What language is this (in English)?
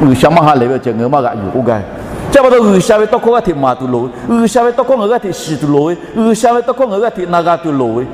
Lahu